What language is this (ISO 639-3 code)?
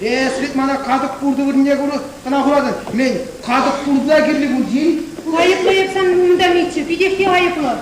chv